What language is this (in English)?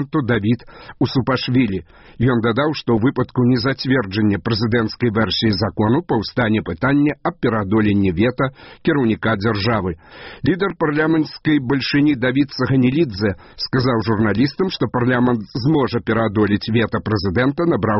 Belarusian